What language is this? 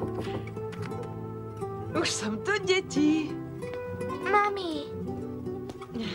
Slovak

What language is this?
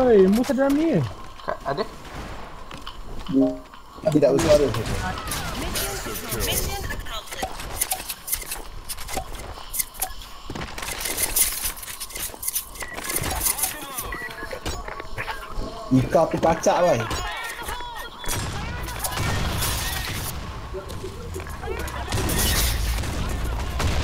Malay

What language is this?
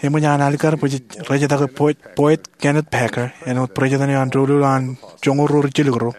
Marshallese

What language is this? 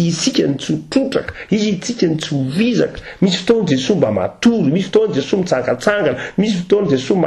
Malagasy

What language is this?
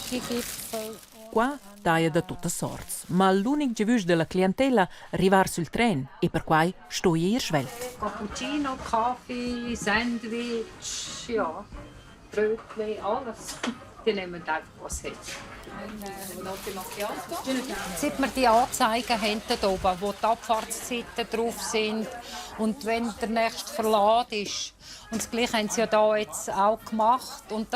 Romansh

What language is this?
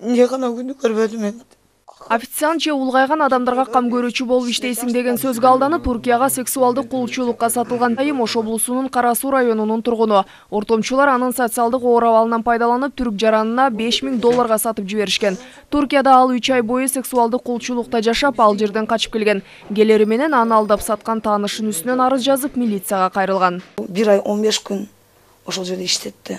Kyrgyz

